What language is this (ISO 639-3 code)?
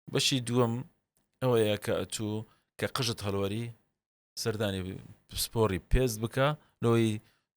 ckb